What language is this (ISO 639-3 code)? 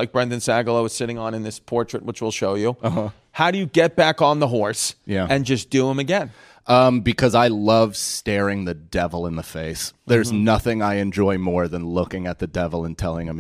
eng